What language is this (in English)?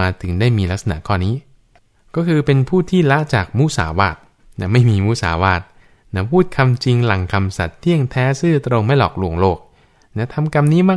Thai